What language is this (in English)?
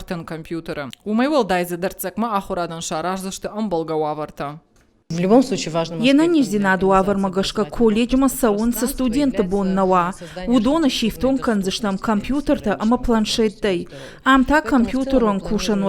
Ossetic